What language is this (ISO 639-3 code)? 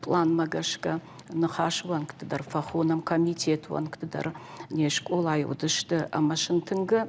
oss